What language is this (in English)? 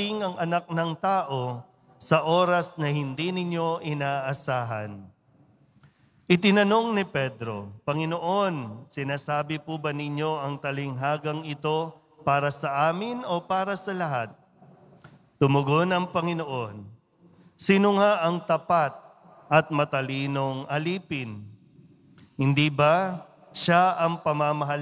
Filipino